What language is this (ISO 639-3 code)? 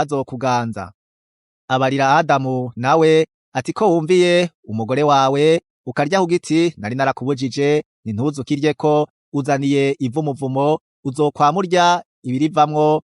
run